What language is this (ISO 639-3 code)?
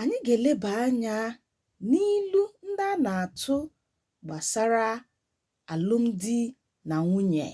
ibo